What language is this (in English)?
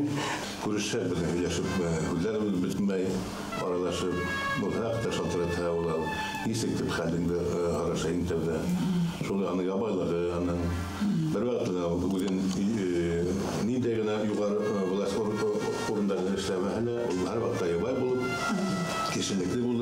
Bashkir